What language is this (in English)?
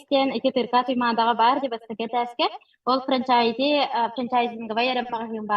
Yakut